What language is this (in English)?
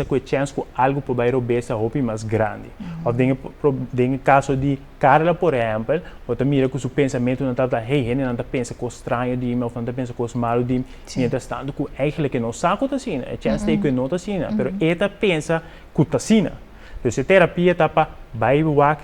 Papiamento